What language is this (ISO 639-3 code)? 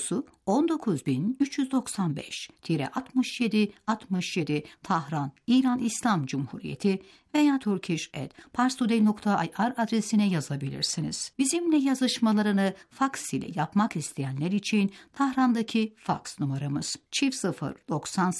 tur